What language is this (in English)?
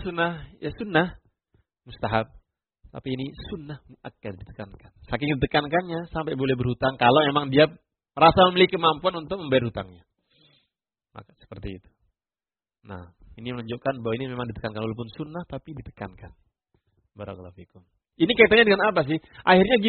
Indonesian